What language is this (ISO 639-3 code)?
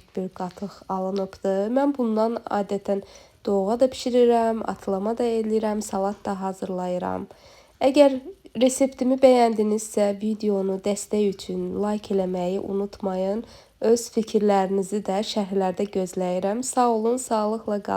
aze